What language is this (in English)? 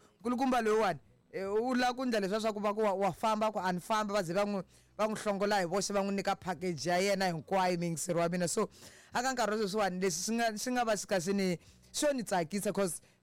Tsonga